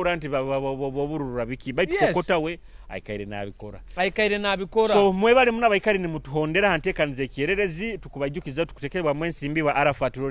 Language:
Nyoro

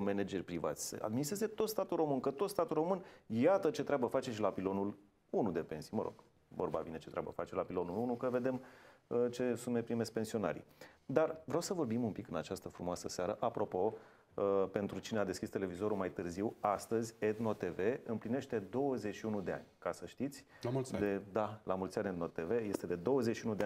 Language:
Romanian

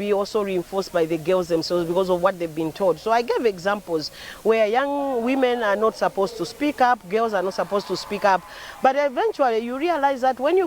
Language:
English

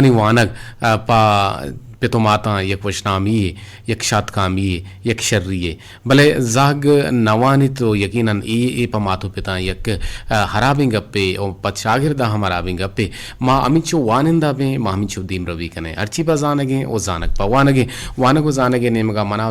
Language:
Eastern Balochi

